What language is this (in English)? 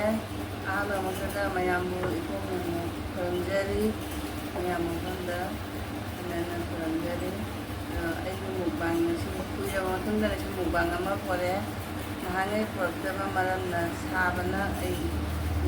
Manipuri